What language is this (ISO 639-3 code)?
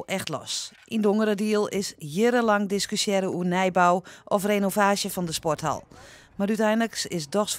fry